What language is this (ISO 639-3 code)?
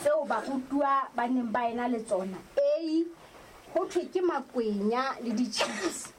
sot